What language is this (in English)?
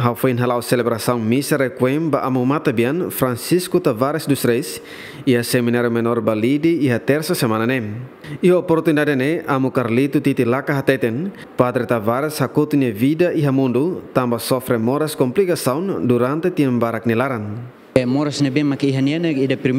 Tetum